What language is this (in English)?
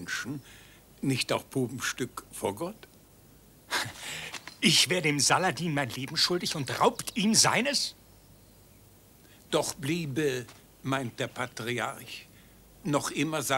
German